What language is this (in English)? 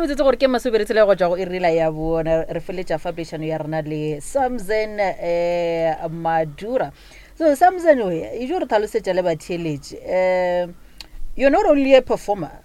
Northern Sotho